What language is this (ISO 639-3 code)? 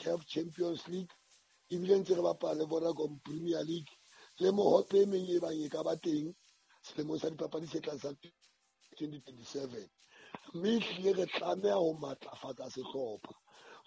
sot